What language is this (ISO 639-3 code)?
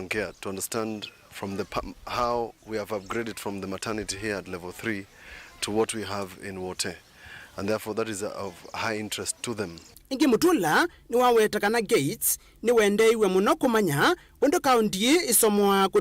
kam